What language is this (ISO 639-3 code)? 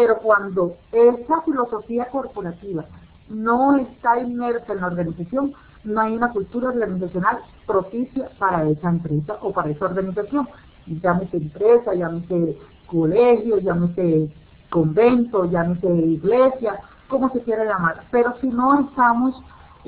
spa